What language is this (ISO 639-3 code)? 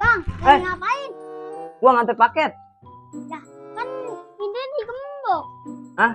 bew